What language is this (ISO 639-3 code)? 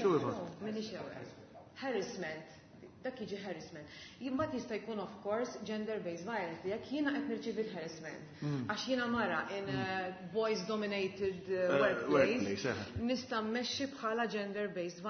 mlt